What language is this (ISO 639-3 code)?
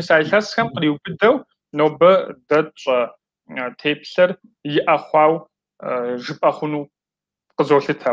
kbd